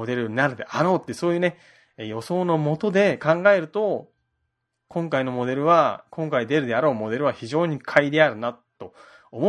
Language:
Japanese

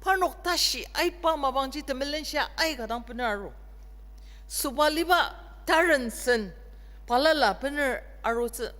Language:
Ao Naga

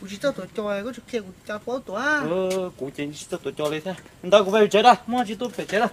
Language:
Hmong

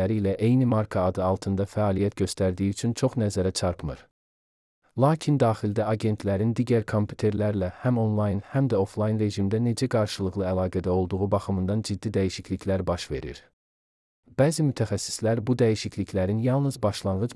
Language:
Azerbaijani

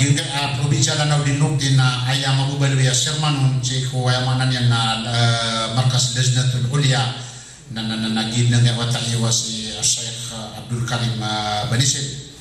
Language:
Maranao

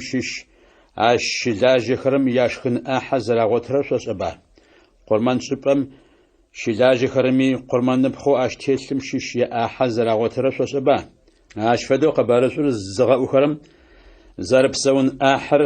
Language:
Adyghe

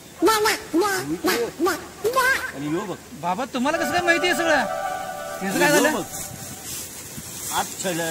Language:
Marathi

